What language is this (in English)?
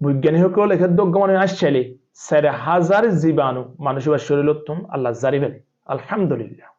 Rohingya